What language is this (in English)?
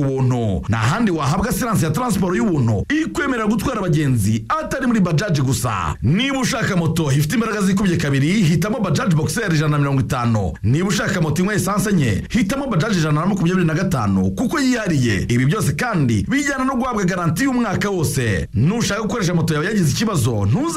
Kinyarwanda